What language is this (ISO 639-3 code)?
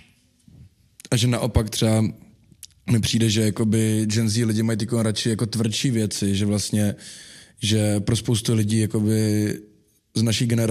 ces